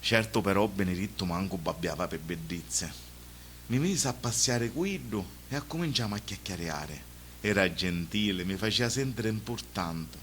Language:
Sicilian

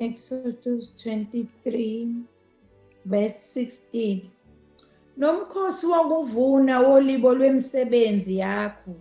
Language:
Zulu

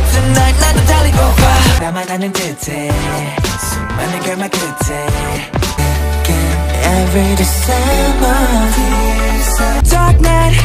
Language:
Korean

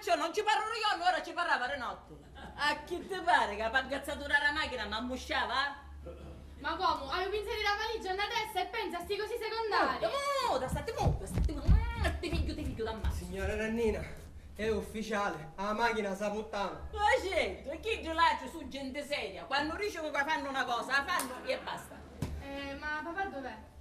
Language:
Sicilian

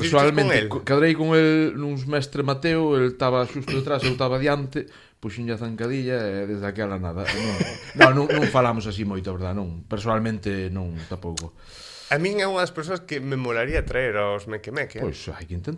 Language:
Galician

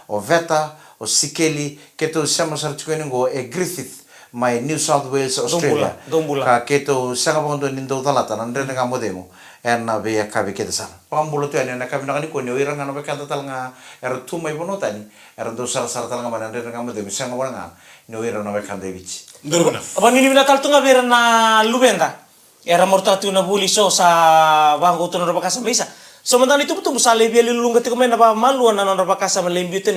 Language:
Fijian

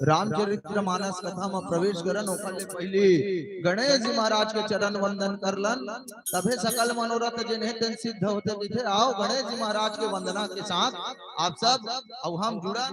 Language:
Chhattisgarhi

